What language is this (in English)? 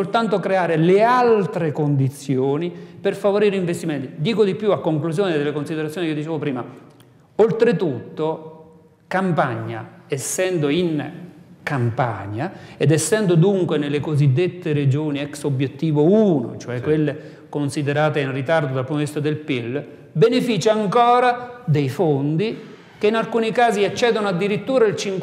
Italian